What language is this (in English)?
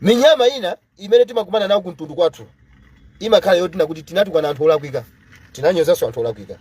Nyanja